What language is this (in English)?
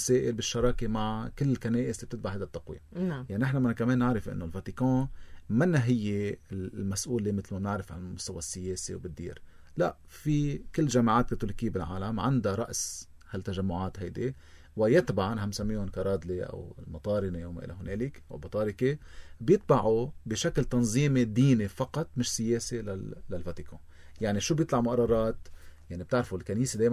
North Levantine Arabic